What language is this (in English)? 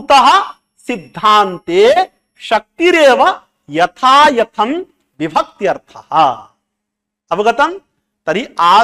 Sanskrit